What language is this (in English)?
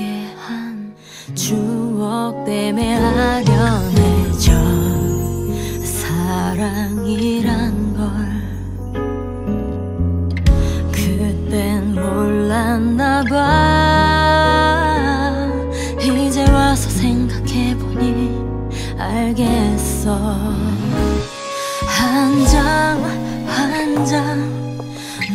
Korean